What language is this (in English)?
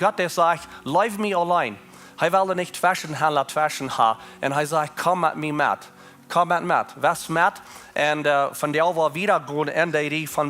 Plautdietsch